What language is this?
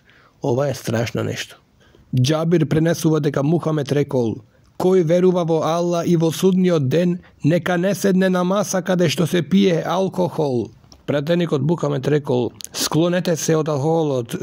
Macedonian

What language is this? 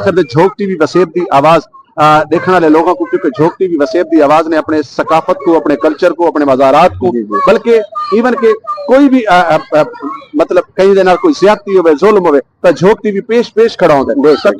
Saraiki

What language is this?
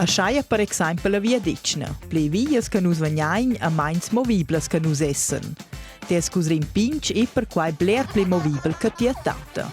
Romansh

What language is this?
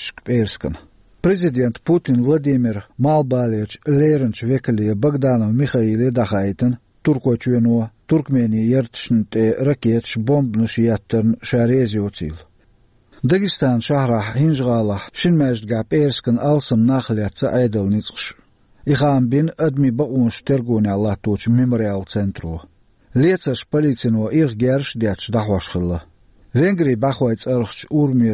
Chechen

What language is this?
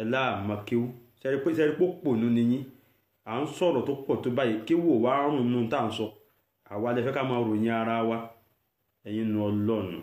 Yoruba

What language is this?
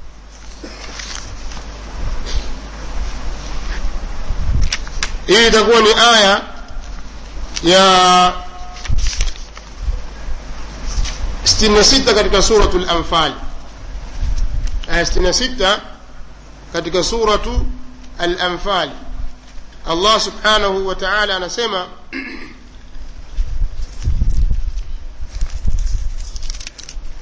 Swahili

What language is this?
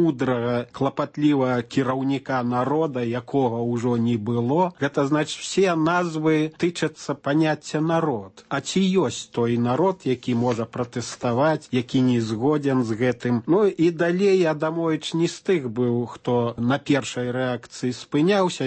Belarusian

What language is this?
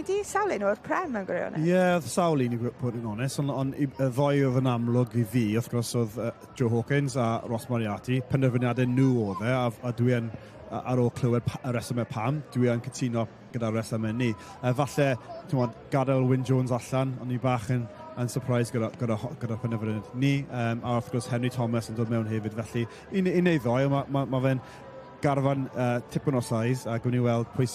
Welsh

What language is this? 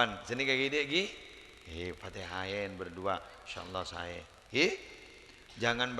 Madurese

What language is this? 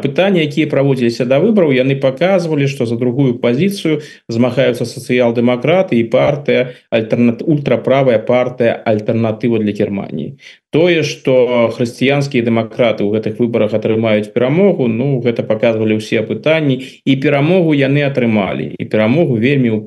Belarusian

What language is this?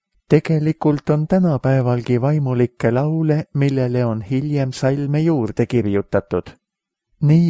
Estonian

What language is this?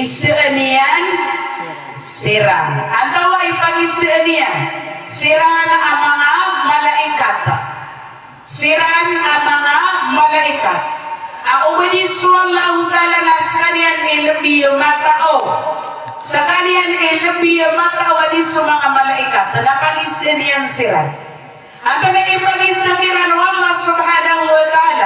Maranao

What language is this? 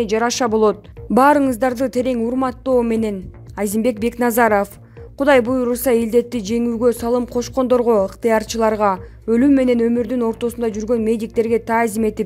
Kyrgyz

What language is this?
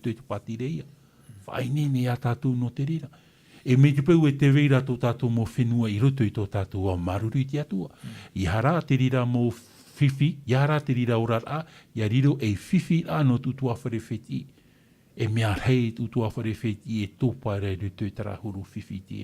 Tahitian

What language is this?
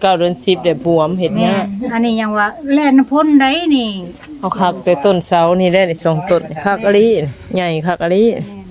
Northeastern Thai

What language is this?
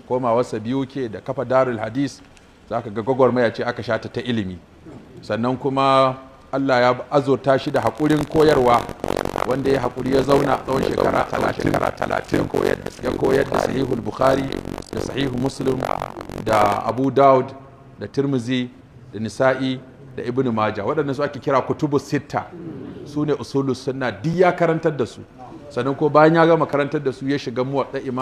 Hausa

